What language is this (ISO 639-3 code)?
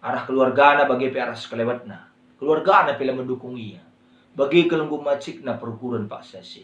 btx